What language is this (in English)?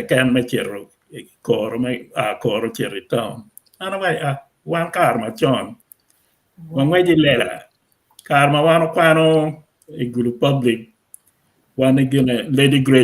Acoli